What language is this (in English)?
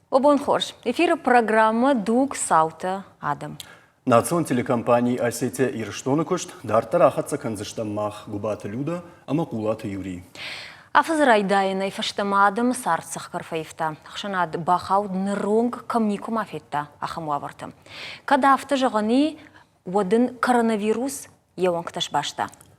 Ossetic